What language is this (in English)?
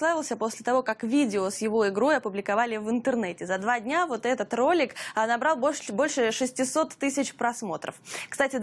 Russian